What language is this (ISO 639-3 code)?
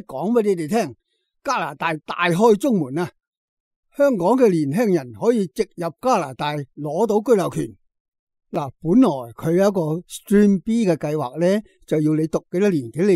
yue